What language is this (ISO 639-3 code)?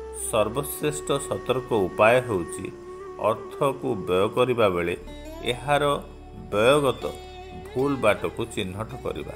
ori